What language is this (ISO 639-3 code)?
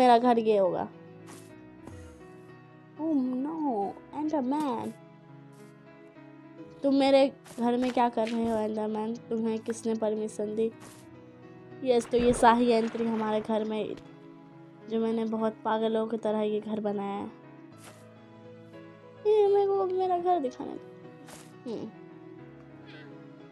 hin